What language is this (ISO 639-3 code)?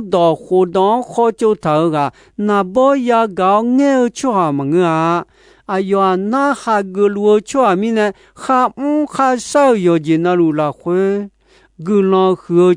ahk